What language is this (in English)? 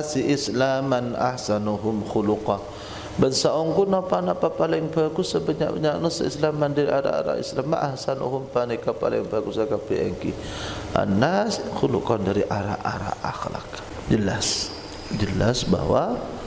Madurese